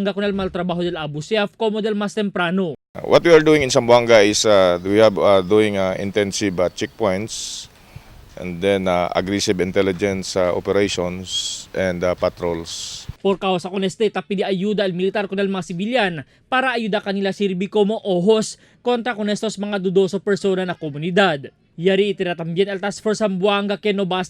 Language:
Chavacano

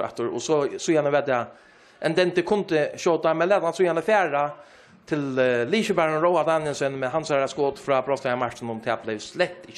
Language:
Faroese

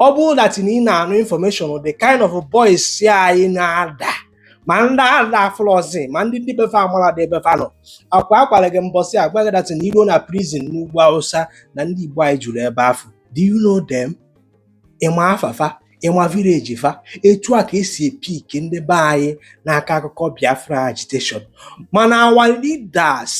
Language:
Igbo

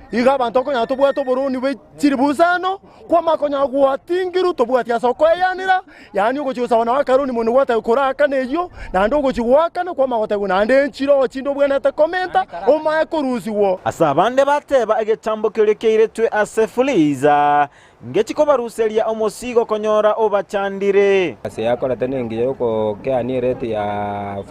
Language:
Gusii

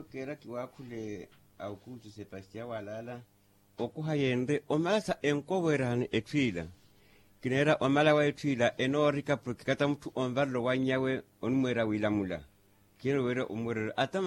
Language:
Makhuwa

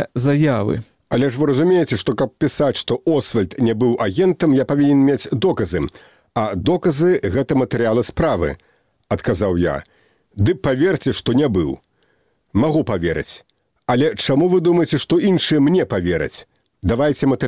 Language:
Belarusian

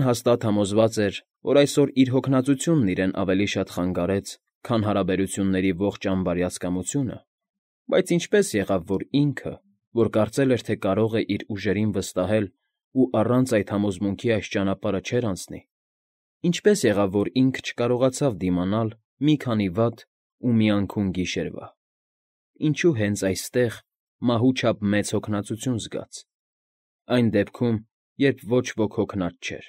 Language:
Armenian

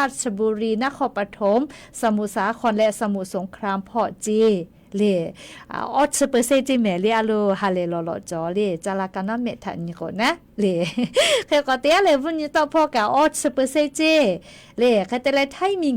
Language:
Lahu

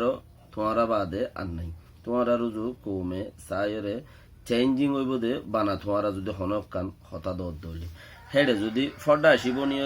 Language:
Rohingya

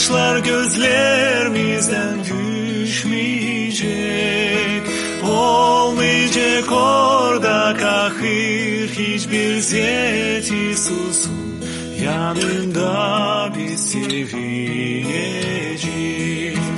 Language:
Gagauz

